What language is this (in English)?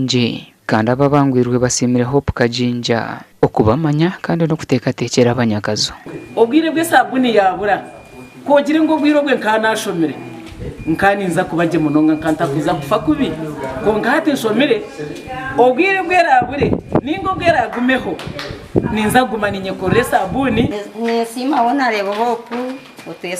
Nyankole